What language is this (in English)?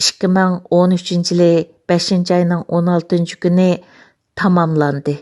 Uyghur